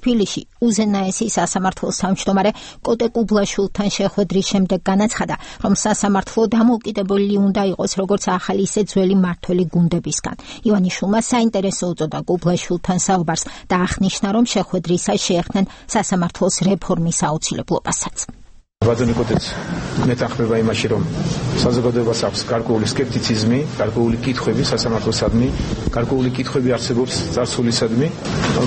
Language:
Georgian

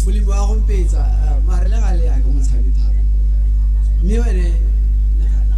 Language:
Tswana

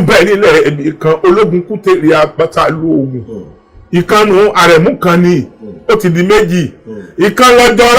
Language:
Yoruba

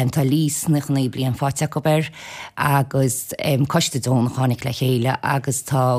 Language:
Irish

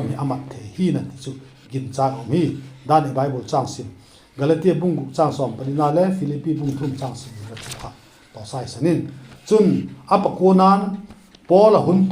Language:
Vaiphei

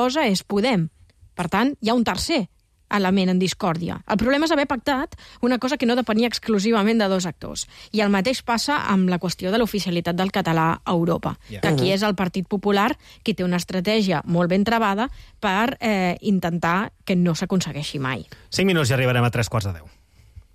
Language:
Catalan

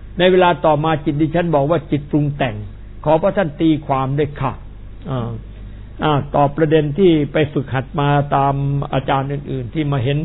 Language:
Thai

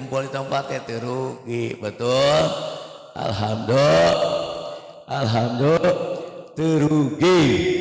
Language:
Sundanese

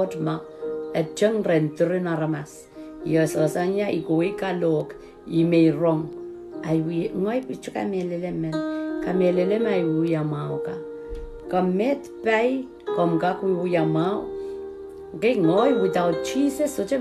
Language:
Pohnpeian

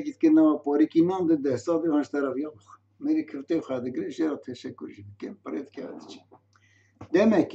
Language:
Kurdish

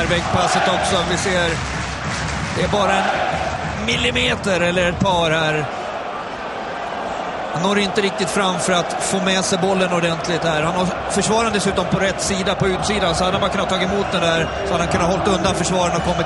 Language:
Swedish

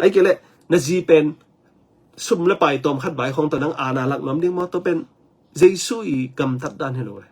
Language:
Tedim Chin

